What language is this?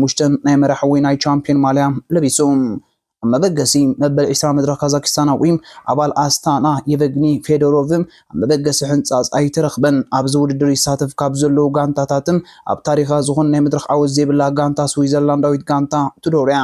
Tigrinya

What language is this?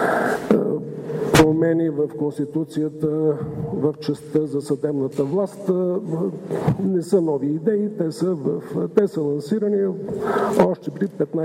Bulgarian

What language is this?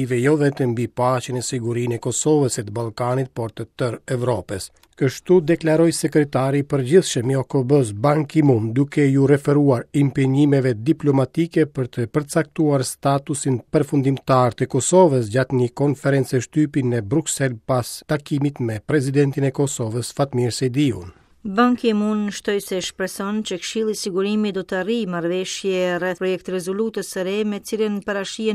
Albanian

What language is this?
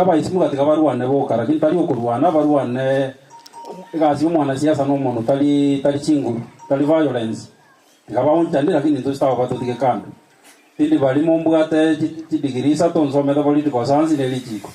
Gusii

